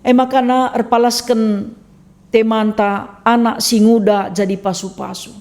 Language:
Batak Karo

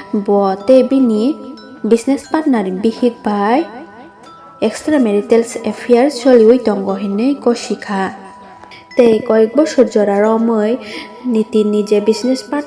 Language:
Kok Borok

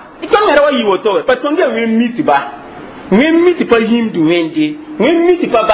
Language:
Mossi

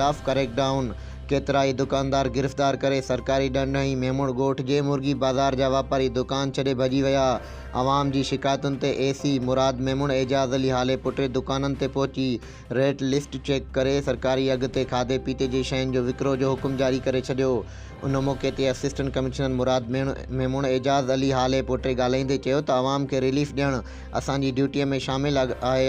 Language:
Sindhi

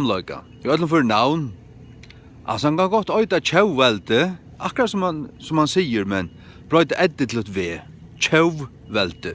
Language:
Faroese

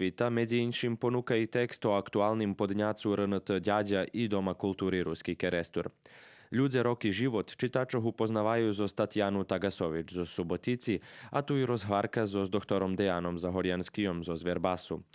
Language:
Rusyn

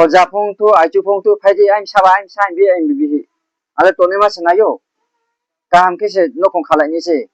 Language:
Riang (India)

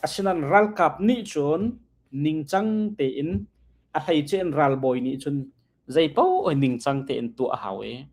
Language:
Hakha Chin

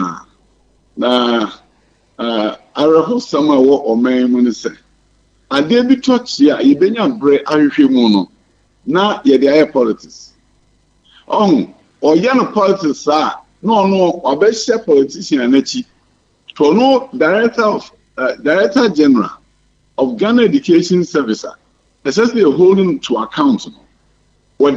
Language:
Akan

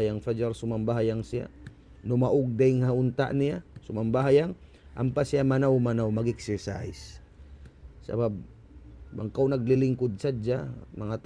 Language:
Tausug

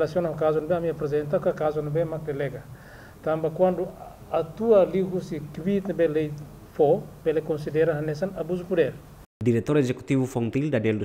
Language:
Tetum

